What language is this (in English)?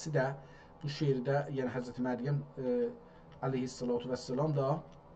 South Azerbaijani